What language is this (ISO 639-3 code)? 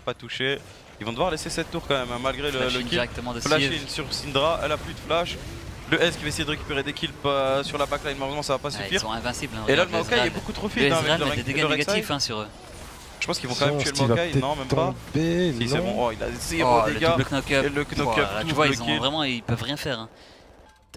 fra